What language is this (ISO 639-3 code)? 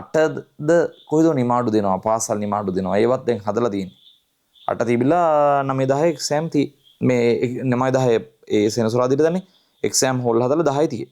sin